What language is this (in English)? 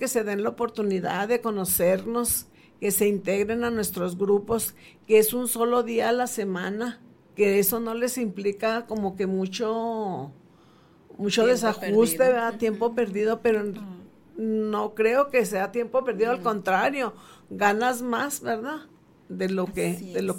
Spanish